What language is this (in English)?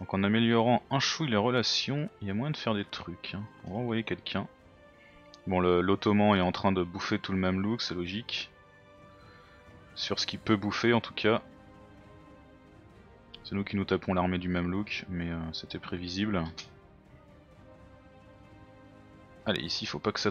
French